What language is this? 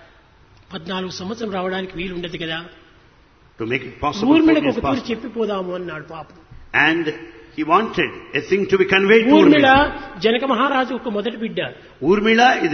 Telugu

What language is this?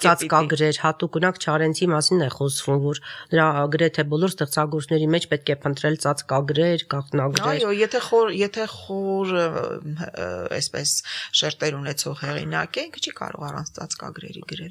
Armenian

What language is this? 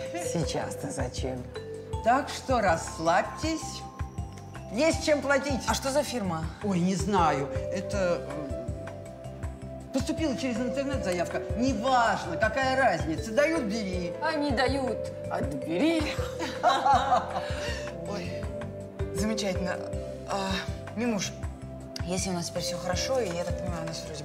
Russian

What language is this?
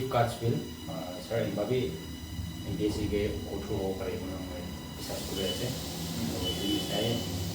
Naga Pidgin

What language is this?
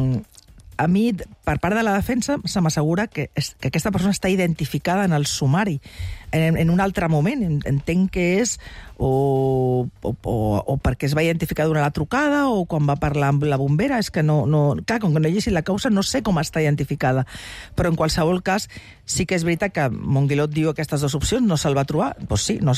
Catalan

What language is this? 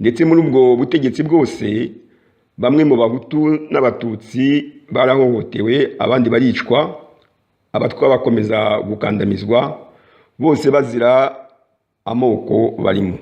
Kinyarwanda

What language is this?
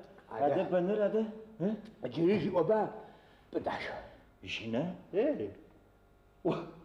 Adyghe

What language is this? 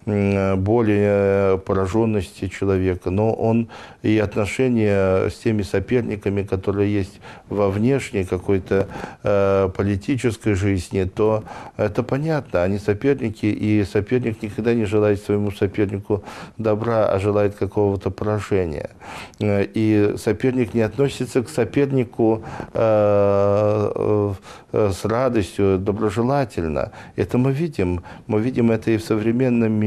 Russian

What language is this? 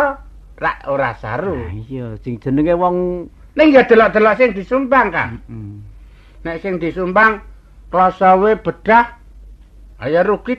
Javanese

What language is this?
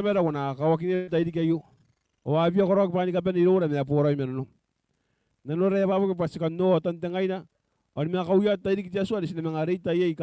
Gilbertese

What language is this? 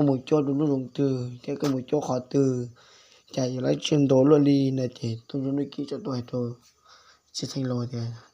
Hmong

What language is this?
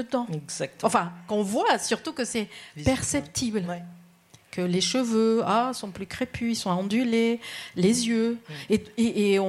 French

